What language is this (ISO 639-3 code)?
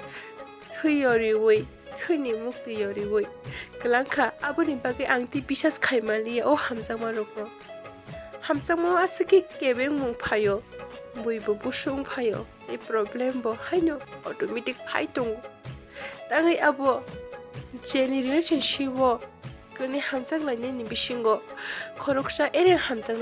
trp